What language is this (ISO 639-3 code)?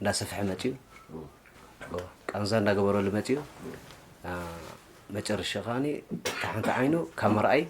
tir